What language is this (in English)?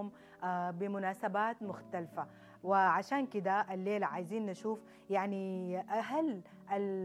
Sudanese Arabic